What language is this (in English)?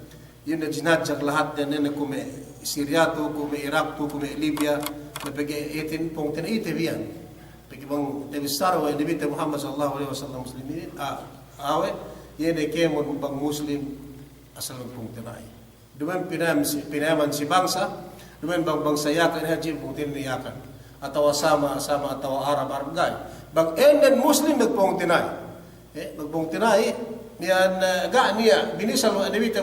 Yakan